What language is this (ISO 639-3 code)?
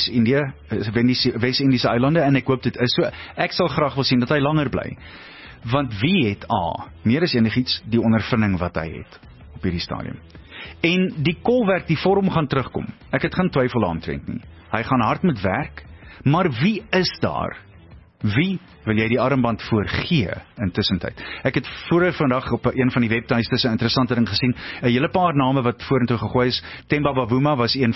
afr